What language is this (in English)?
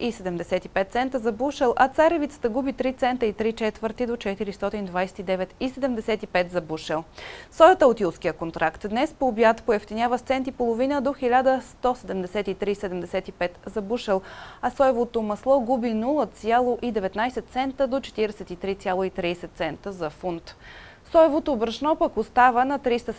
Bulgarian